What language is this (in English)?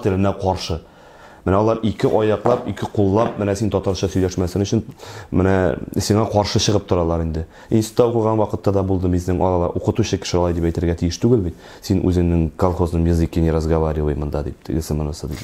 Tatar